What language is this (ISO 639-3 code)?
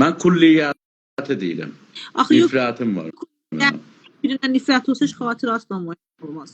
aze